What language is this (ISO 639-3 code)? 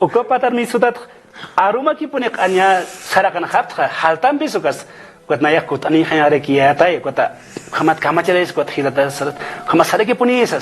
aym